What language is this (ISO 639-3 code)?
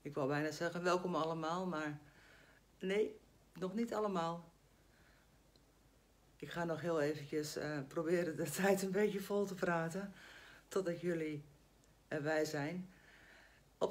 nld